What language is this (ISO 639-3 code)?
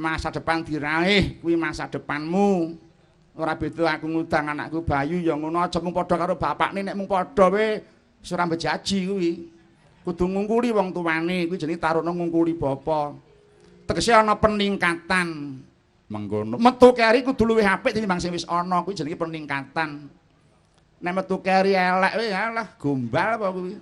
jav